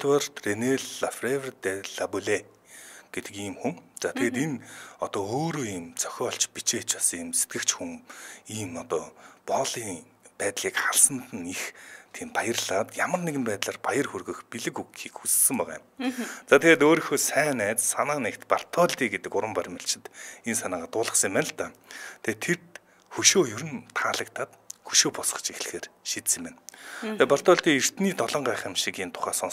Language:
Mongolian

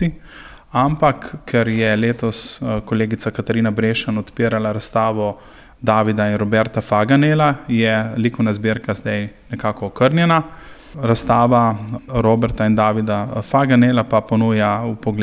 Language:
Slovenian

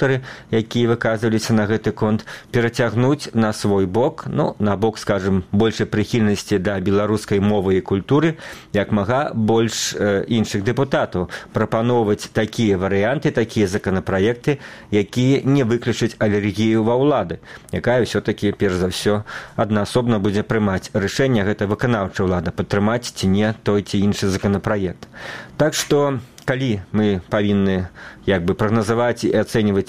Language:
Belarusian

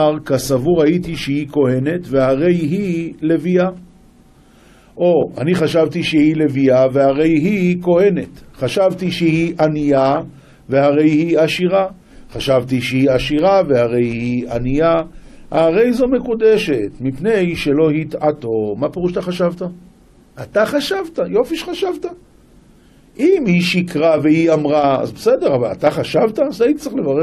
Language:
Hebrew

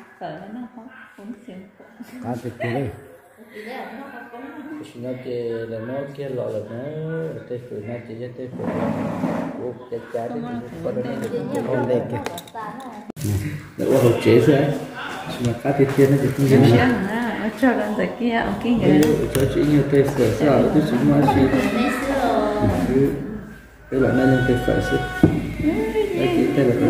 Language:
Vietnamese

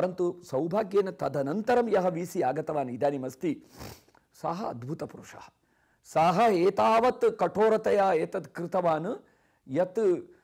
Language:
Sanskrit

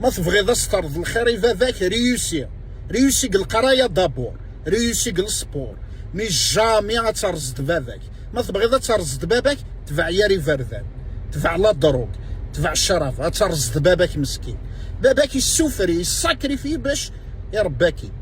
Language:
Kabyle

